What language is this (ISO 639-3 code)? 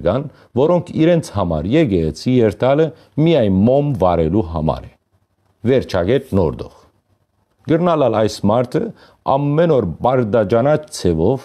hyw